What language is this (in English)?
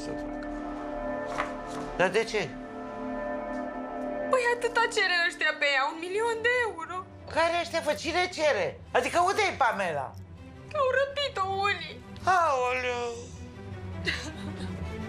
Romanian